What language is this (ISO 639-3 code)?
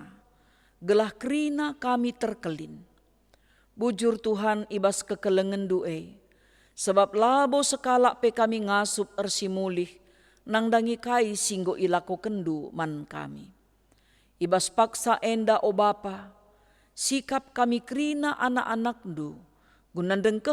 btx